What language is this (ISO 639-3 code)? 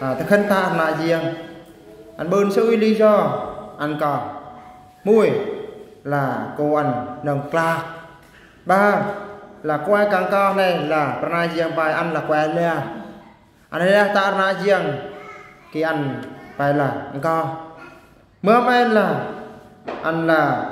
bru